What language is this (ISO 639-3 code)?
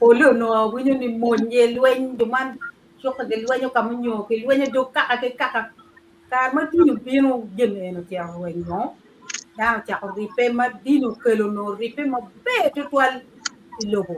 ach